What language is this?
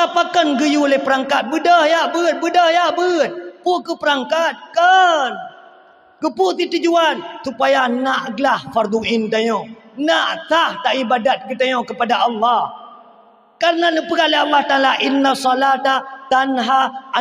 Achinese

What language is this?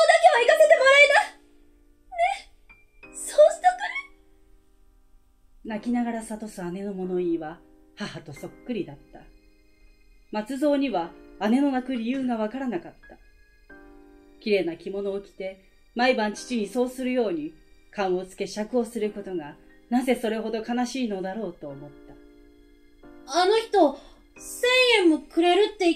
Japanese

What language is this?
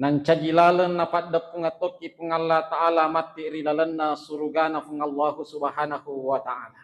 Buginese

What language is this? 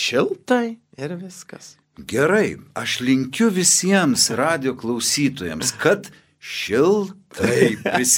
Lithuanian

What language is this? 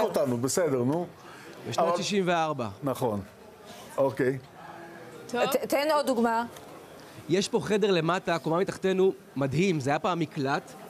Hebrew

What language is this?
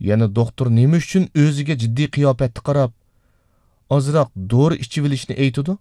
Uyghur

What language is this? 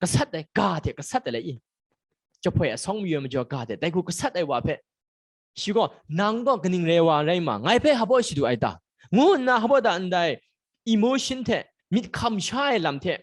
Kachin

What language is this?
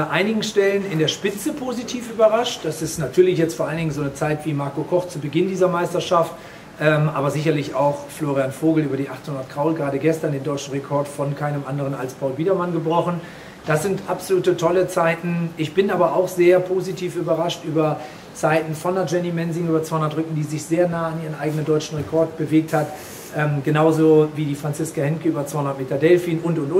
German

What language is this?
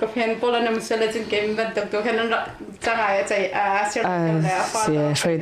Hakha Chin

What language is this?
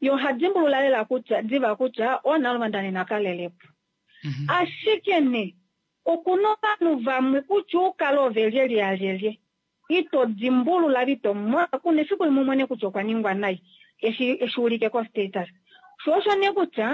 Kuanyama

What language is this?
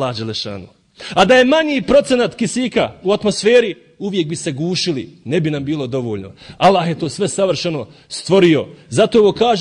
Bosnian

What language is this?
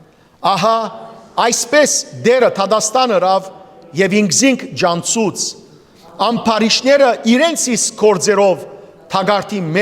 Western Armenian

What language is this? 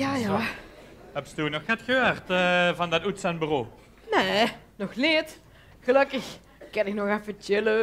Limburgish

